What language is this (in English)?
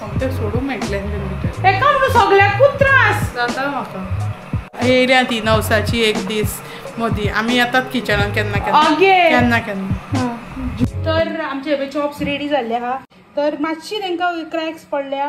Konkani